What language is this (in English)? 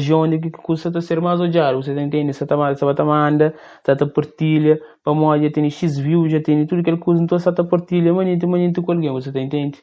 Kabuverdianu